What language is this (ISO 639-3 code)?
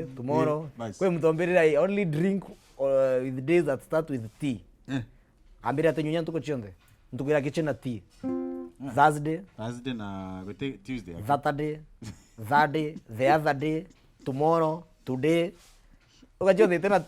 mer